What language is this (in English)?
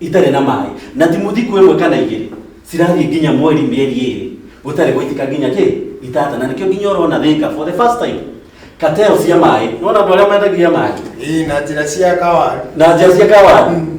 Kikuyu